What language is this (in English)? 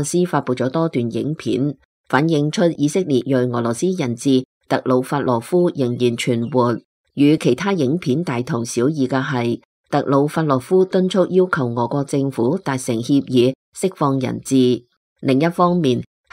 Cantonese